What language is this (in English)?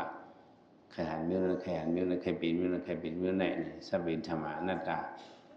Shan